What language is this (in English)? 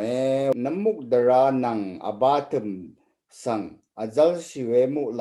Rawang